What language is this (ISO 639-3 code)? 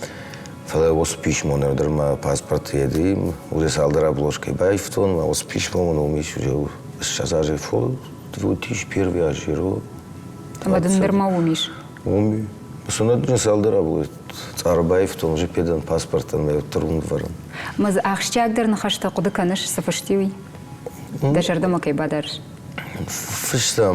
oss